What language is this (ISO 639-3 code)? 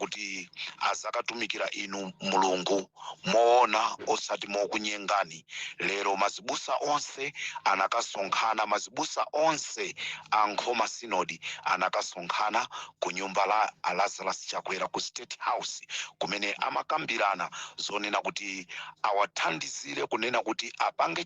nya